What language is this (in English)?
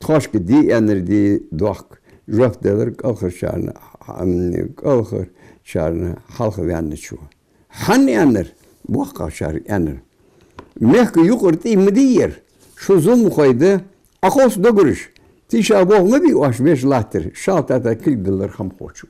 Ingush